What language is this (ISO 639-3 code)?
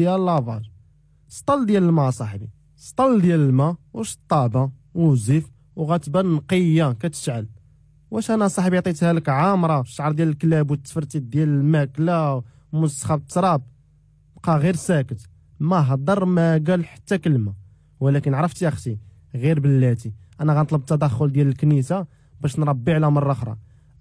ary